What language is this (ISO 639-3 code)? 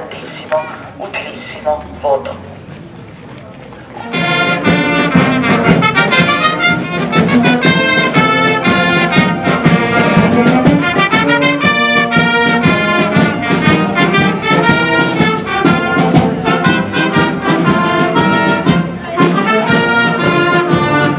ita